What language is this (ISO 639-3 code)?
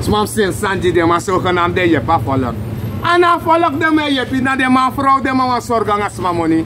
srn